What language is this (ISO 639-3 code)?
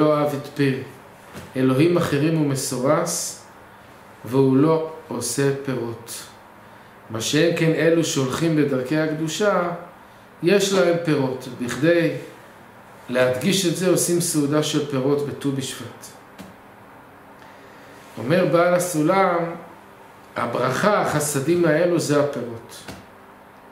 heb